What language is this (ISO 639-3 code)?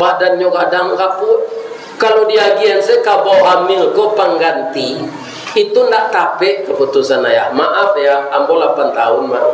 min